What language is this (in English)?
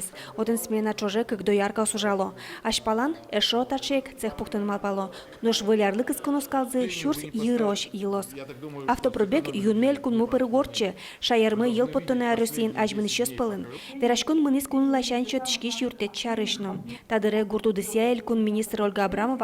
Udmurt